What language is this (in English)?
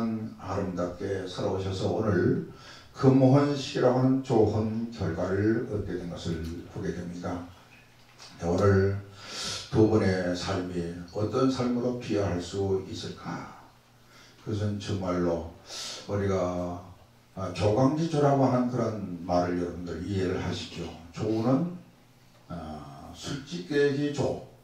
Korean